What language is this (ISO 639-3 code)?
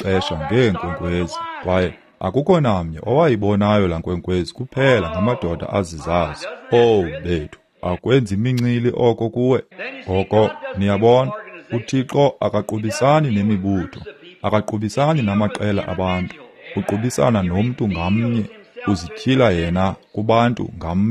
xho